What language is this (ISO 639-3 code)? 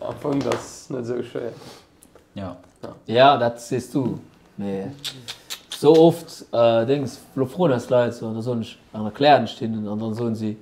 ltz